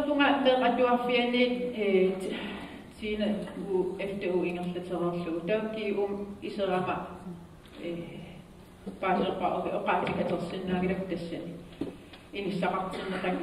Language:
Kalaallisut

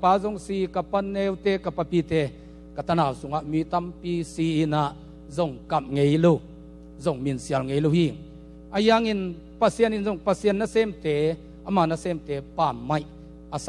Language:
Tedim Chin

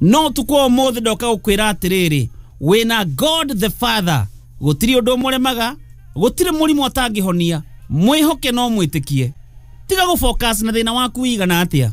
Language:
Kikuyu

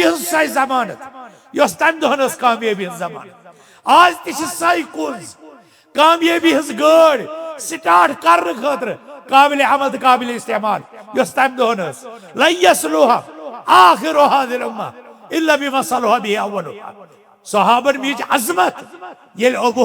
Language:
Kashmiri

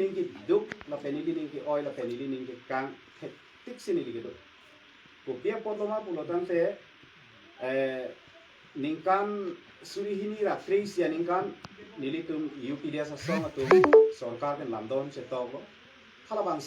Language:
Karbi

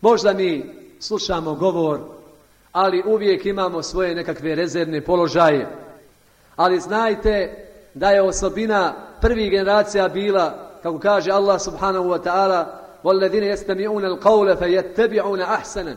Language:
Bosnian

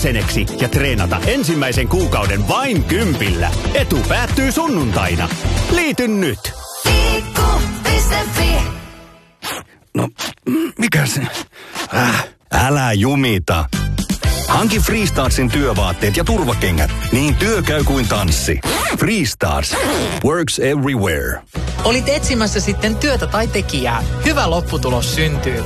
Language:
Finnish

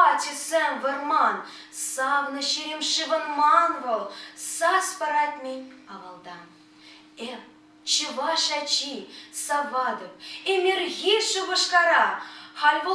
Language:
Chuvash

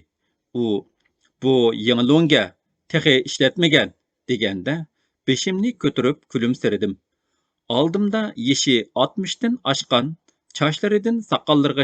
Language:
Uyghur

